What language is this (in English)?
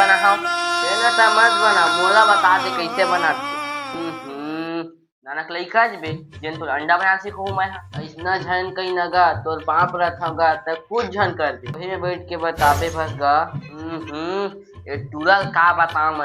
Chhattisgarhi